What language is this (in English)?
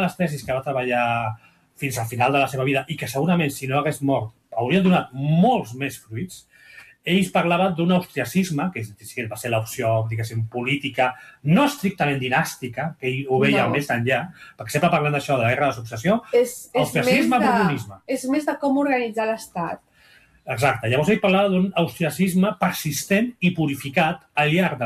Catalan